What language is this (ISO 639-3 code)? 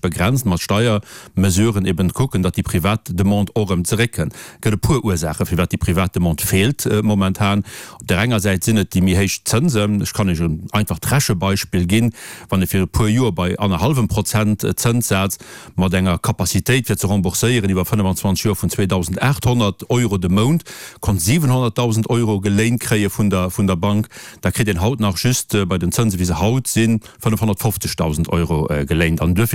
ltz